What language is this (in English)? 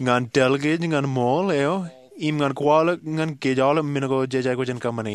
Marshallese